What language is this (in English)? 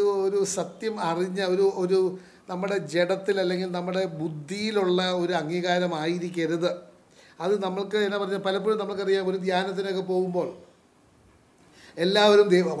Malayalam